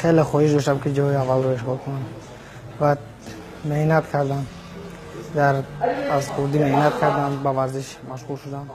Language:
Tajik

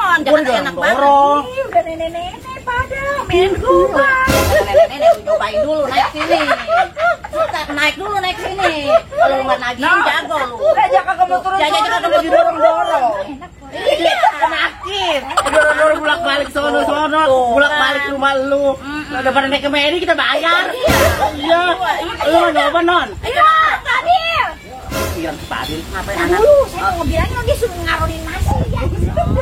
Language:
Betawi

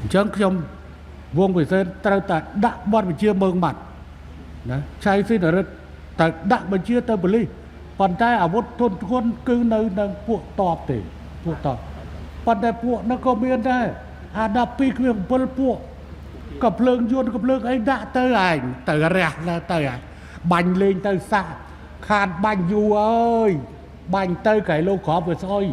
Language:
Khmer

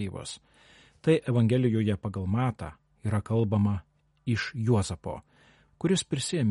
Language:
Lithuanian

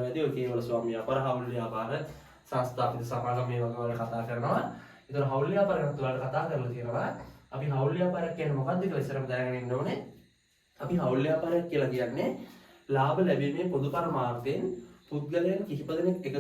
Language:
Sinhala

